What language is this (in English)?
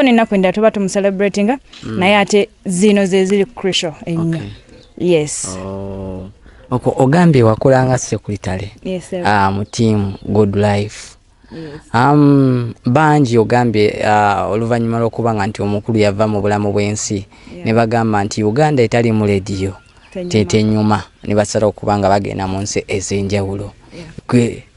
Ganda